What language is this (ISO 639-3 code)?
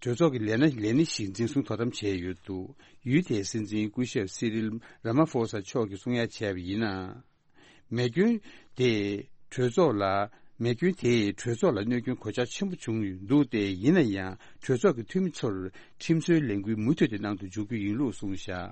bod